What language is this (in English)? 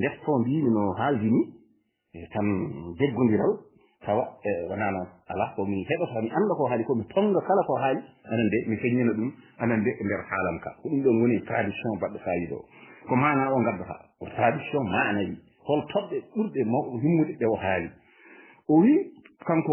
Fula